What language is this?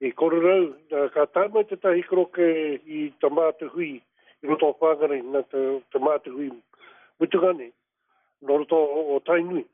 Māori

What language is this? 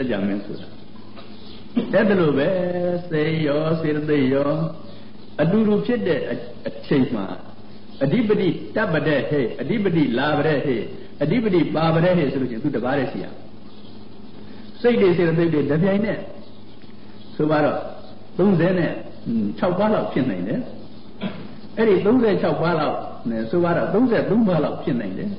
Burmese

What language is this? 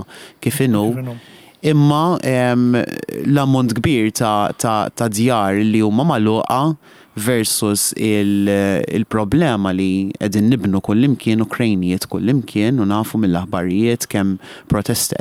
Maltese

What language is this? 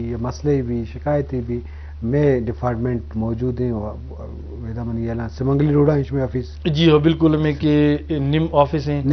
Eastern Balochi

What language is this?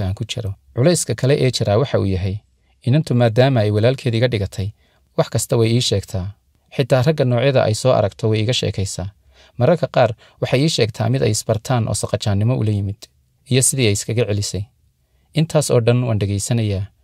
Somali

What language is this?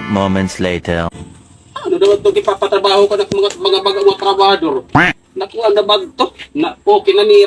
Waray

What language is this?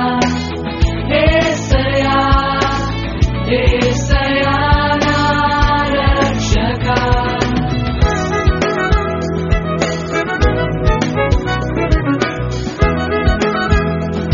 Telugu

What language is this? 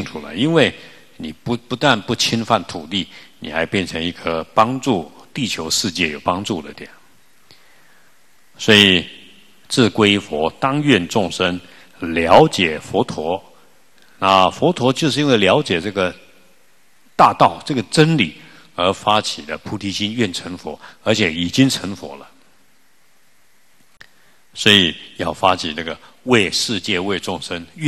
Chinese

